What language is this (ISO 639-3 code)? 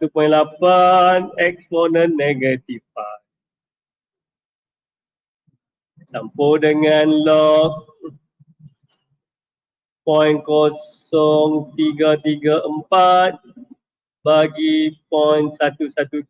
msa